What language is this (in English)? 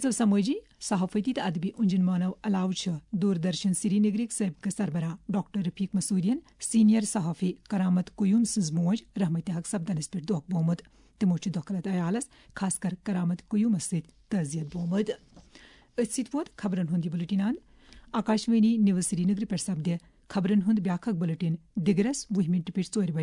Kashmiri